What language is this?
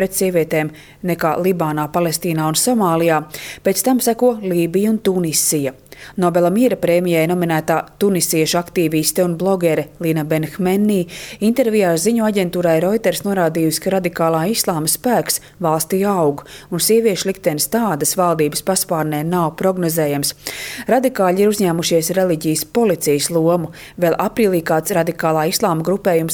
Latvian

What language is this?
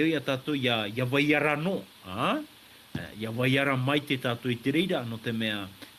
Tahitian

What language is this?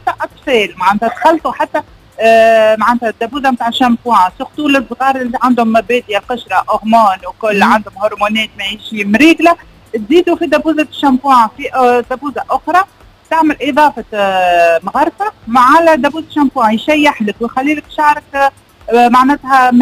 Tunisian Arabic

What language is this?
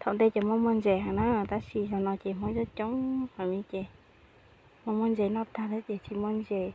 Hmong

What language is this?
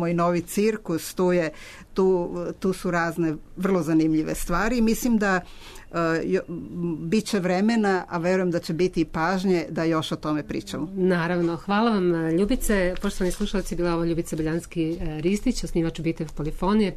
Serbian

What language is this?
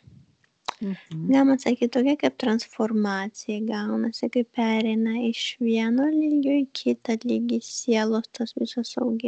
Lithuanian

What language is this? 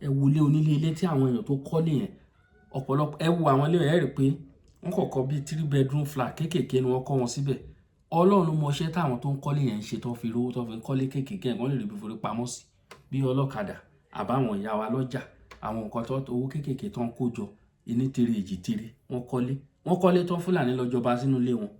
Yoruba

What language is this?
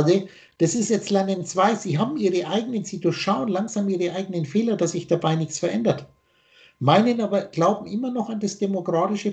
German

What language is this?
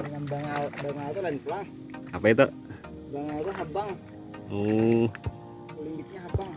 Banjar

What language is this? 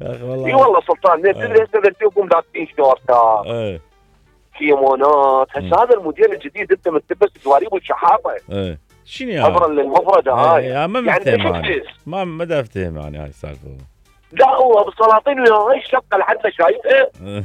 Mesopotamian Arabic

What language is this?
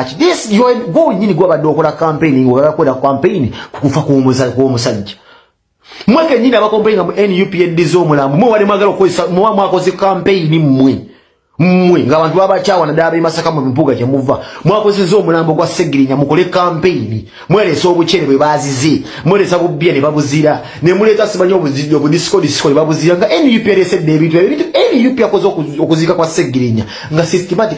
Ganda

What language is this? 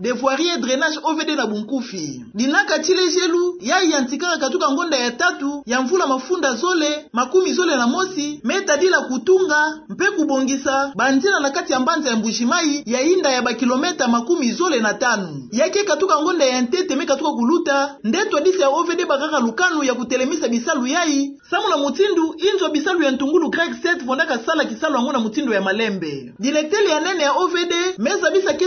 Kituba (Democratic Republic of Congo)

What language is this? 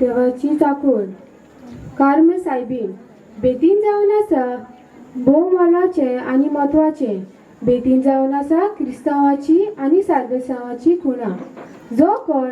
Konkani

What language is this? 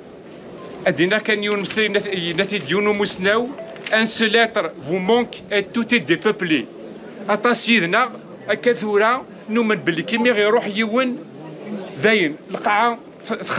Kabyle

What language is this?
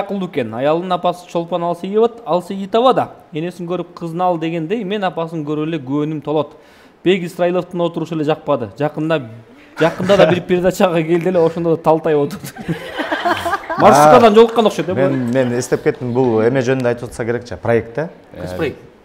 Kyrgyz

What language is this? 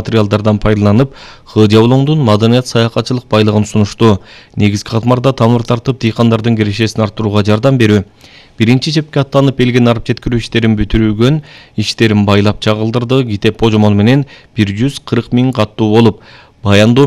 Kyrgyz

